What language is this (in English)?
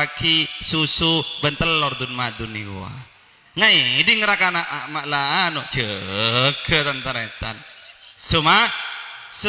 Madurese